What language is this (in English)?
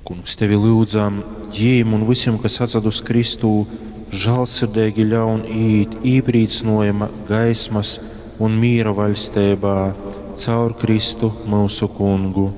Latgalian